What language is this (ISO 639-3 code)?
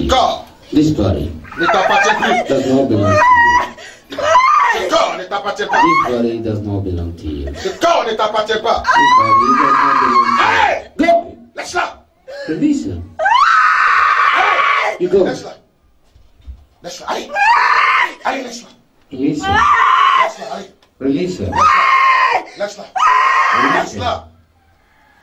fra